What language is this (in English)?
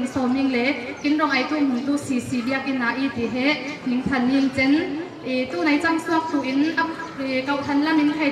Falam Chin